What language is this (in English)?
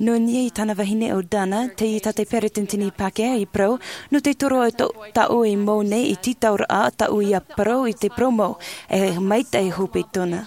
Tahitian